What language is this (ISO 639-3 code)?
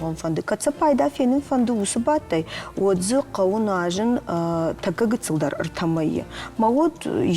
oss